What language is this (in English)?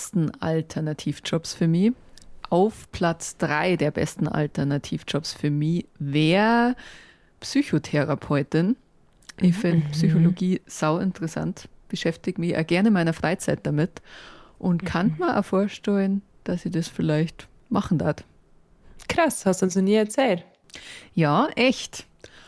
Bavarian